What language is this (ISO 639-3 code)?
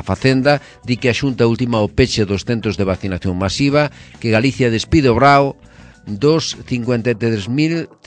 glg